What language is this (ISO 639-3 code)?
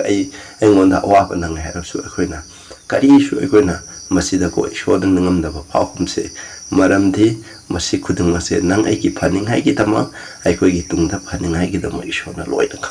mni